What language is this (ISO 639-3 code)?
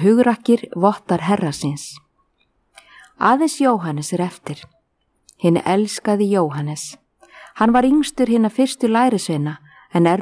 isl